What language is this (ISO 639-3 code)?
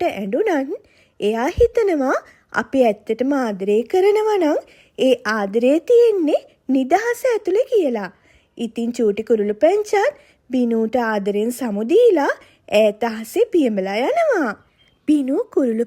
sin